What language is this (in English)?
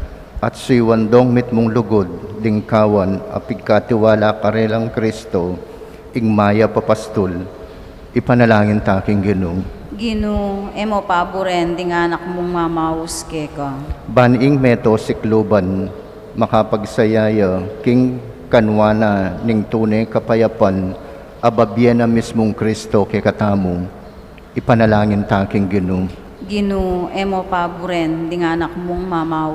Pampanga